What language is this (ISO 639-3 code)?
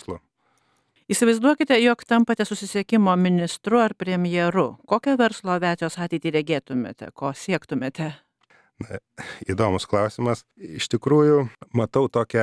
lit